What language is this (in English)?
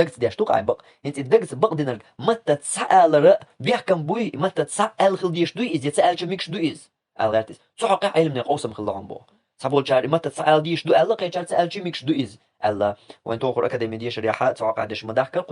Chechen